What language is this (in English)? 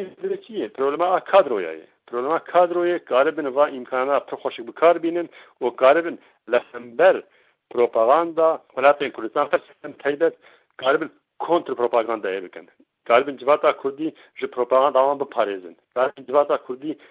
Kurdish